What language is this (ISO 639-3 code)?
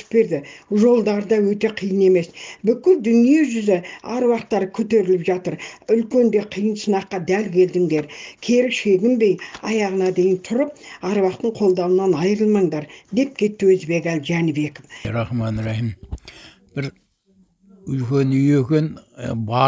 kaz